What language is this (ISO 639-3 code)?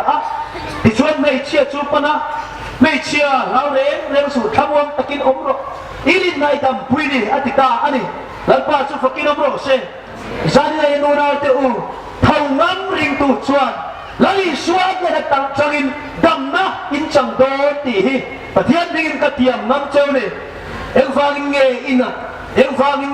hmr